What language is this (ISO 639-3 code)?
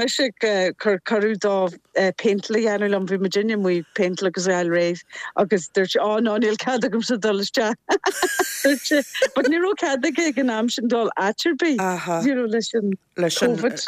gle